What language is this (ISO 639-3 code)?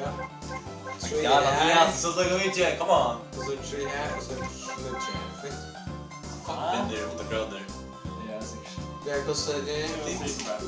fao